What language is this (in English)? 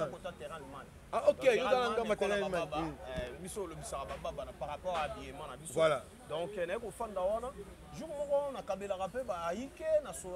Lingala